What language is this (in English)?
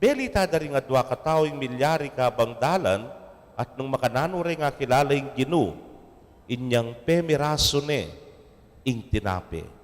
Pampanga